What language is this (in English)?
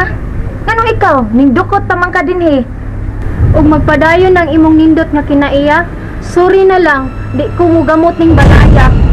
Cebuano